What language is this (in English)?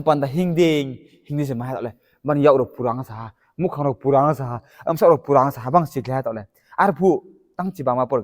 Riang (India)